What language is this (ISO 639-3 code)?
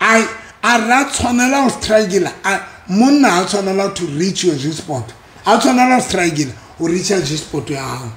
sot